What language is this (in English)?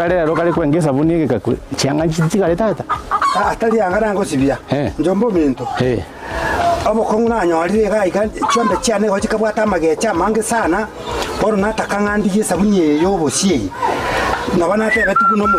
Gusii